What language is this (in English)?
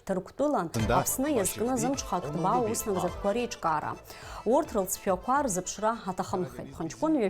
Abkhazian